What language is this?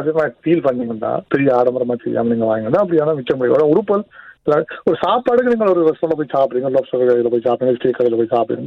Tamil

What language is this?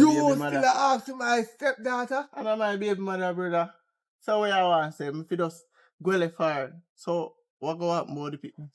Jamaican Creole English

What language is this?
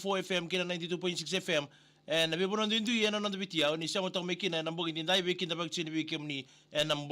Fijian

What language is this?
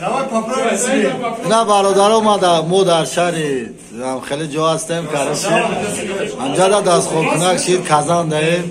Tajik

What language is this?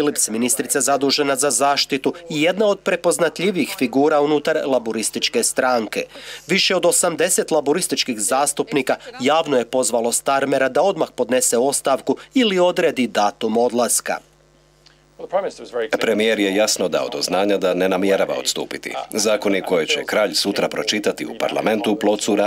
Croatian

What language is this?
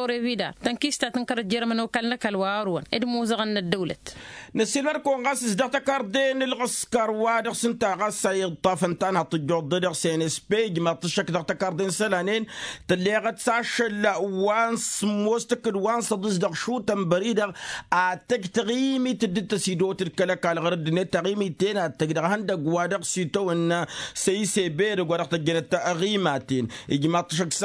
Tamasheq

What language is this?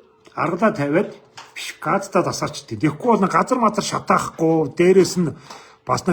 Mongolian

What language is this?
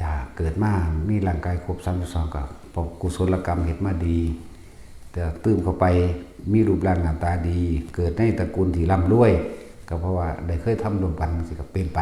Northeastern Thai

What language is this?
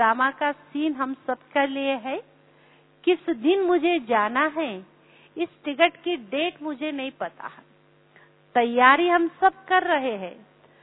Hindi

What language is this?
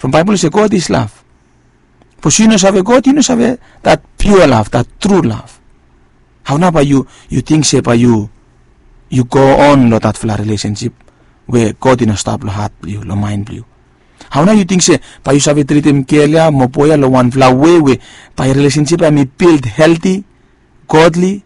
Bislama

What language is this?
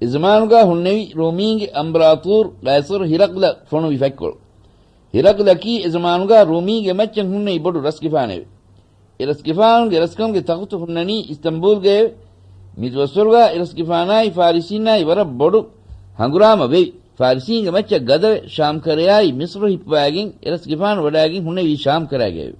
Divehi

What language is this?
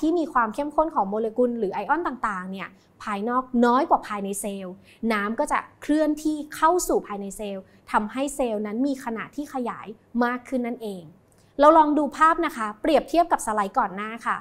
Thai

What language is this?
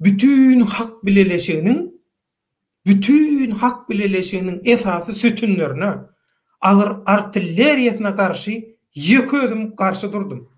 Turkmen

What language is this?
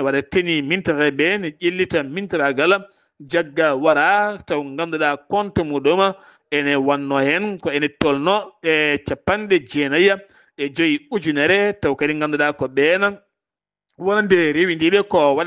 Fula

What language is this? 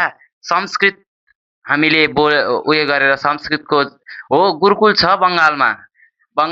Nepali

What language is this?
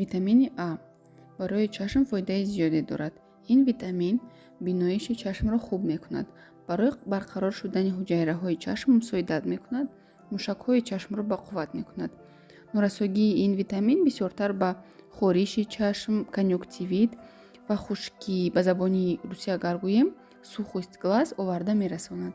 Tajik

